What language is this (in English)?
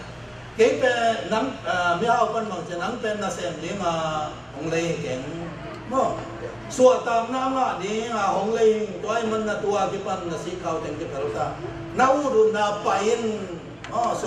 Tedim Chin